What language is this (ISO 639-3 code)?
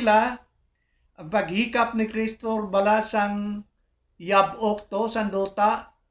hil